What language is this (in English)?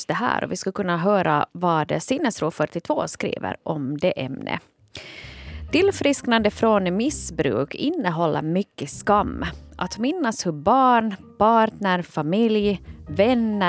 Swedish